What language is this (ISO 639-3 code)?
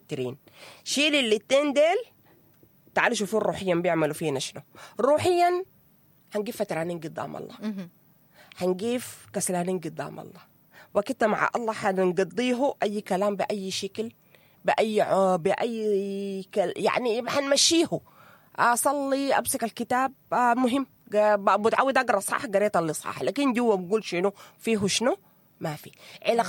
apd